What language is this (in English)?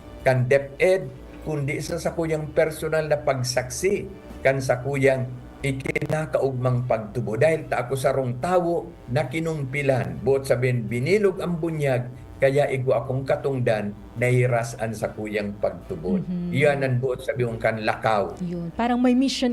Bikol